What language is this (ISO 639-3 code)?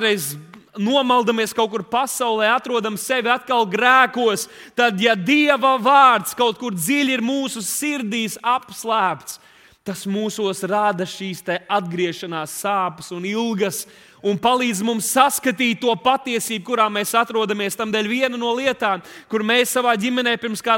lav